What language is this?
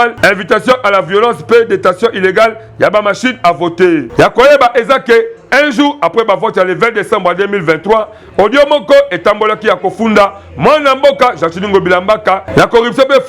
Lingala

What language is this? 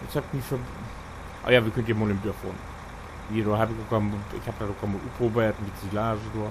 Low German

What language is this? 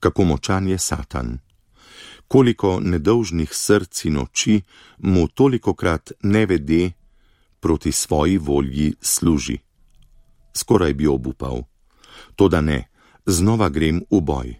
Slovenian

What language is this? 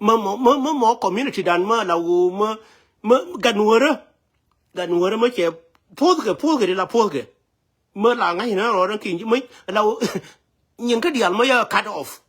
Nuer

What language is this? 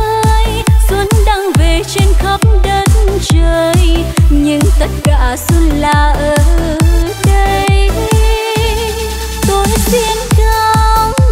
Vietnamese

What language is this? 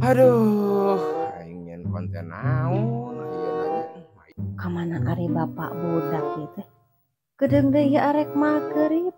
Sundanese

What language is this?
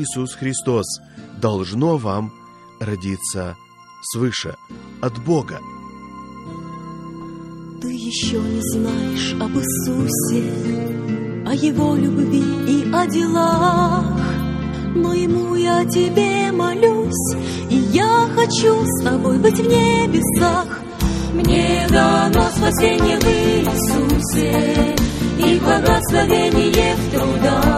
Russian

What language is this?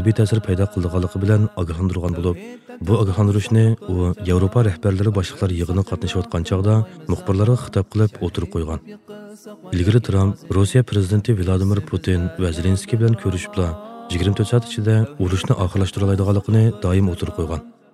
Uyghur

